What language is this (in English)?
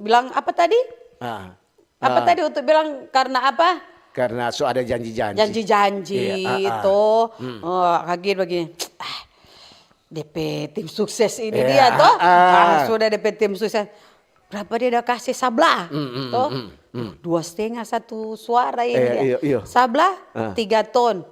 Manado Malay